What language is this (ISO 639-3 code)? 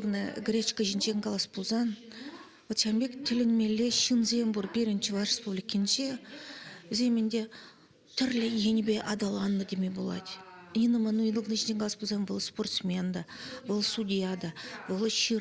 chv